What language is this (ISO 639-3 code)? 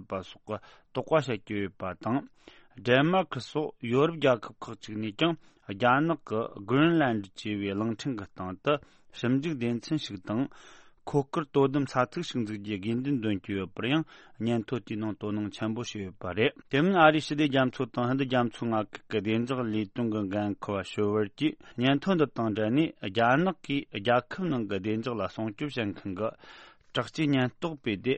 bod